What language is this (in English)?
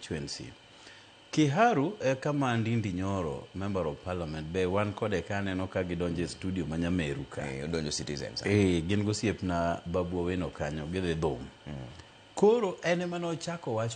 Luo (Kenya and Tanzania)